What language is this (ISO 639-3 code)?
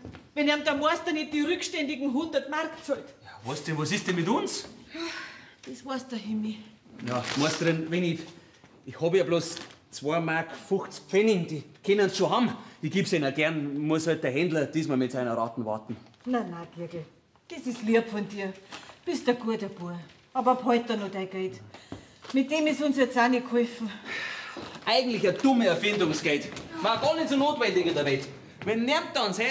bar